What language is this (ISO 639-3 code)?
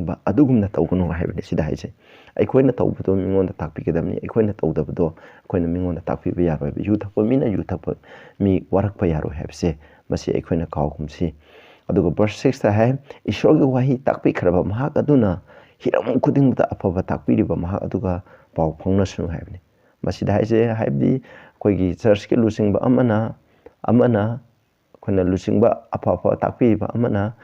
mni